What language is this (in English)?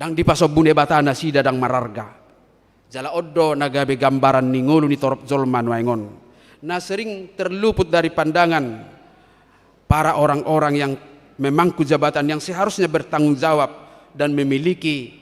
Batak Toba